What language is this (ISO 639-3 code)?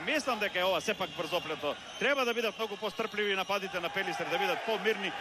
mkd